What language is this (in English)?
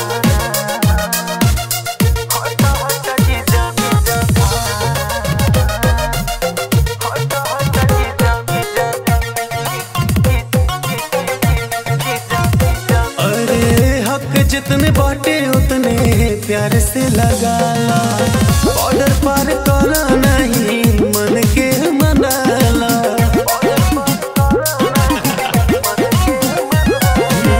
Bhojpuri